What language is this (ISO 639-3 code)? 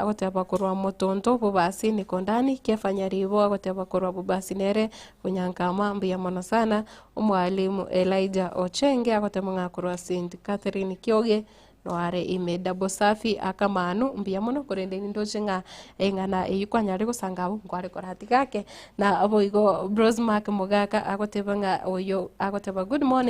guz